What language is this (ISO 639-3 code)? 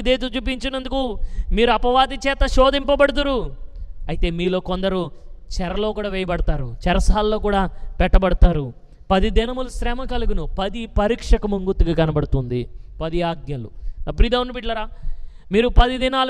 tel